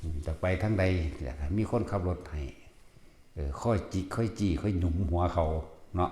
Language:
Northeastern Thai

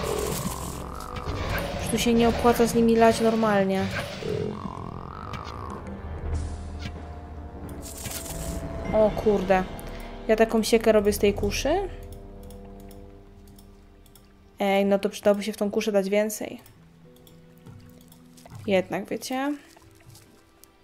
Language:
Polish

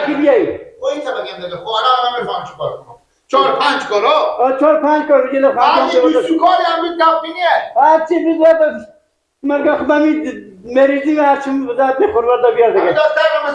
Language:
Persian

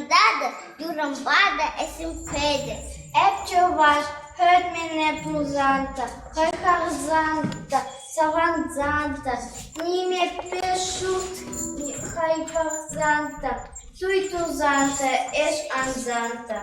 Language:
Chuvash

